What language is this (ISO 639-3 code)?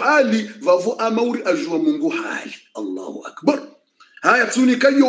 swa